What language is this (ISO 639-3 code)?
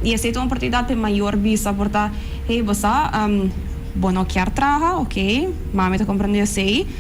pap